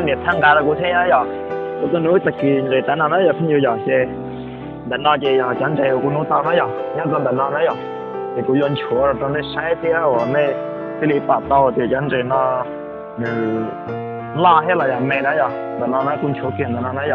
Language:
Hmong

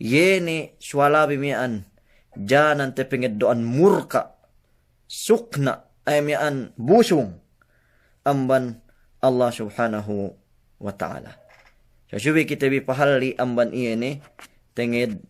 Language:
Yakan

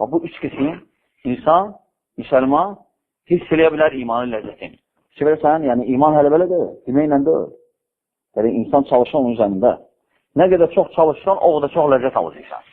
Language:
Azerbaijani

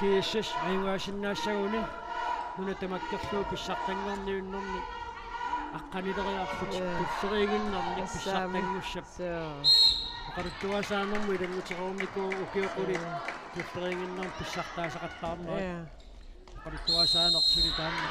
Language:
Kalaallisut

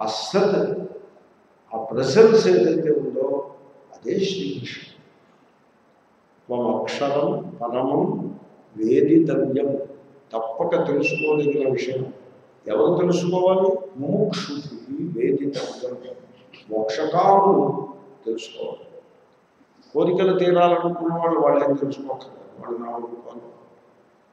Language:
Telugu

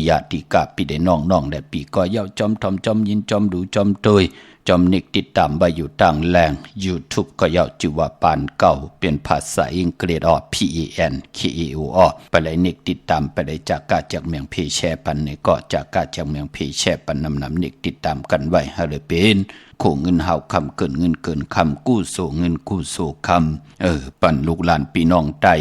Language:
Shan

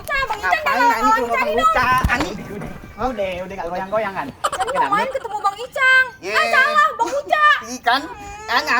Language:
Betawi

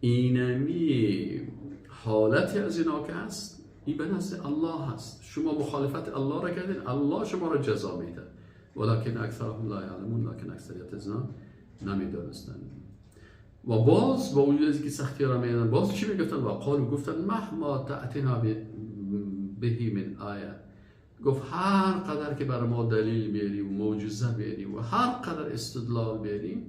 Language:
Persian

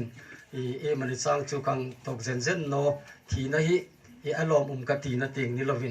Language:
Hmar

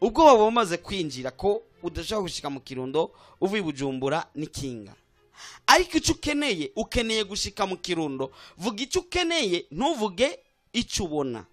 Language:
Rundi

